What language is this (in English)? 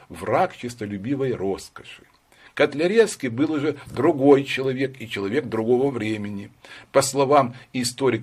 Russian